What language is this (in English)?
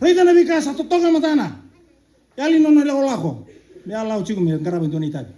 Fijian